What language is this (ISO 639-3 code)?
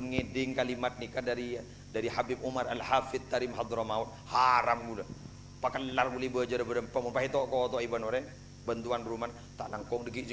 mad